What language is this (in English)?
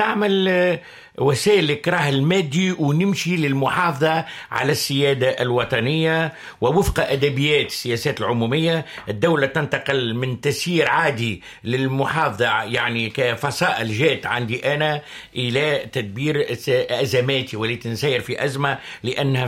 Tunisian Arabic